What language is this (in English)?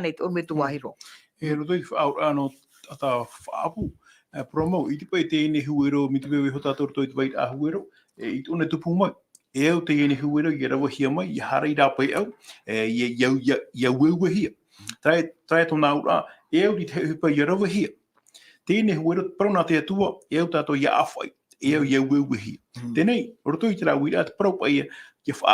Tahitian